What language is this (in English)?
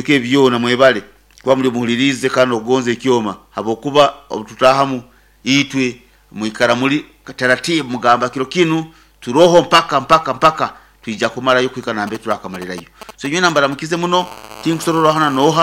Nyoro